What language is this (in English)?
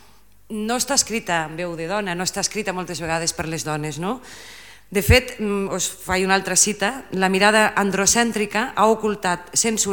Catalan